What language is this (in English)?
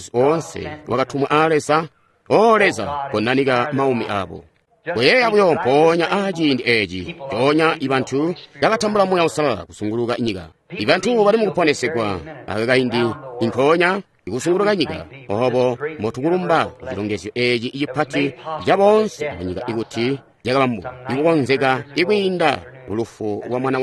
Tonga (Zambia)